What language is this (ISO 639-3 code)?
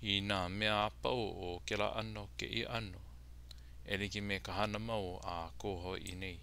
haw